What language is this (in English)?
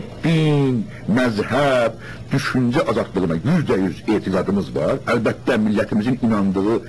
South Azerbaijani